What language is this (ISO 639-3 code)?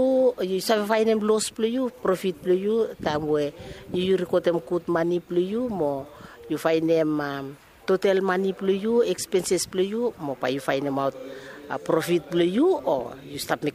bis